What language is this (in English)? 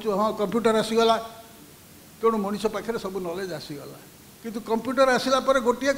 Odia